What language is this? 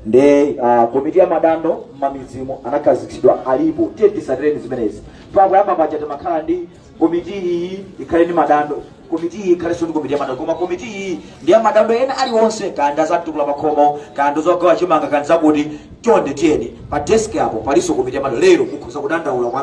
Nyanja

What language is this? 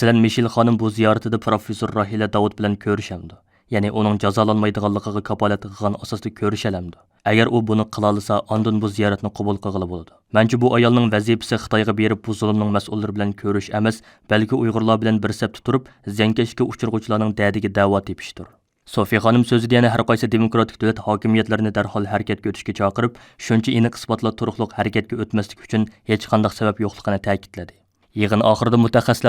Uyghur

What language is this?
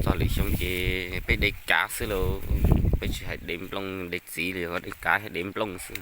Hmong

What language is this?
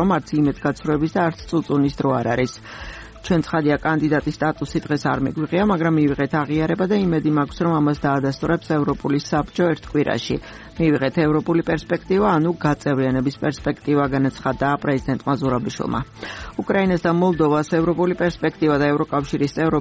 Georgian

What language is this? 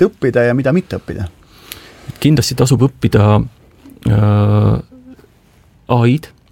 Estonian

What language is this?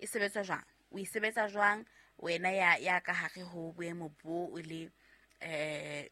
Southern Sotho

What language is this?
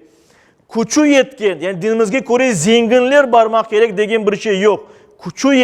Crimean Tatar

